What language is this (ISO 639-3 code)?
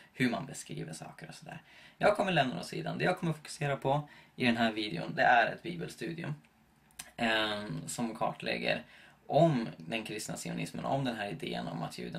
swe